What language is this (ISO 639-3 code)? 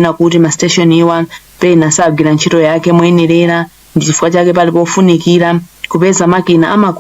nya